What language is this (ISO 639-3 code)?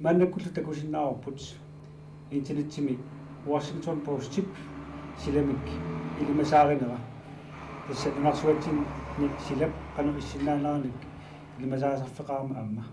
kal